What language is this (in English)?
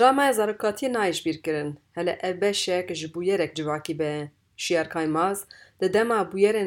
Kurdish